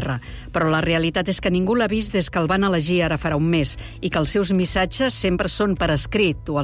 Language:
Catalan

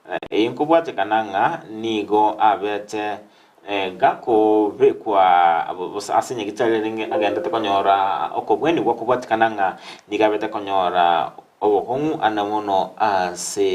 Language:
Gusii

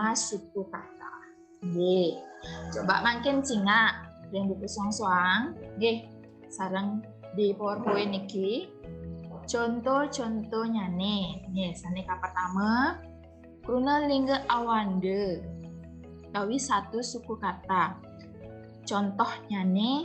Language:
Balinese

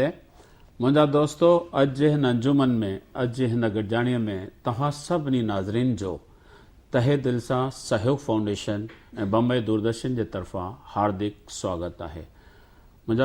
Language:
Sindhi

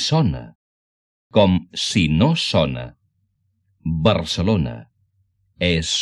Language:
Catalan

